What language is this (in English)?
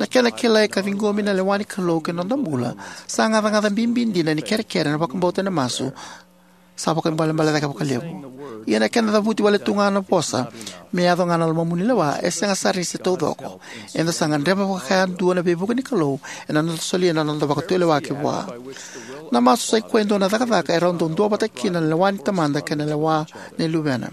Fijian